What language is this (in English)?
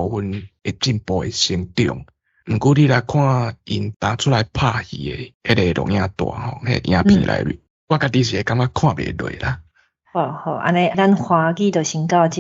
Min Nan Chinese